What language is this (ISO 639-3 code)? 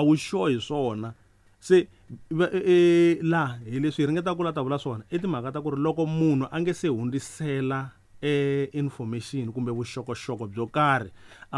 tso